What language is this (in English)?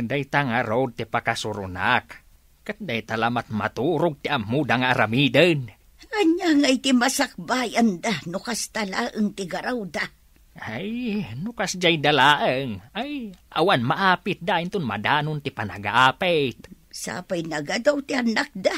Iloko